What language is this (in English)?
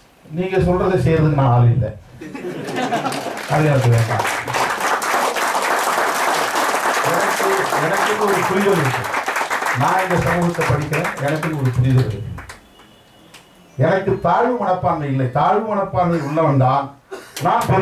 Tamil